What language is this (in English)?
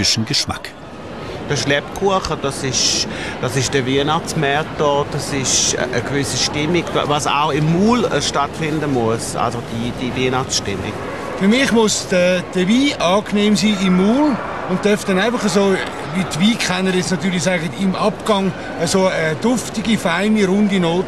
Swiss German